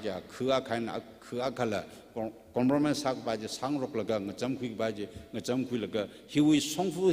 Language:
Tangkhul Naga (India)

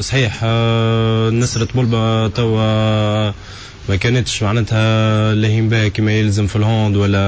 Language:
Tunisian Arabic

